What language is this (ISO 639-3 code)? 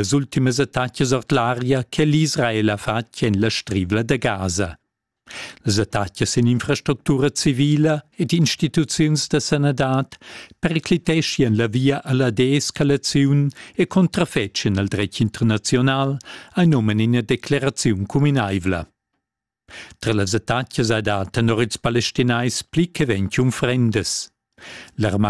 roh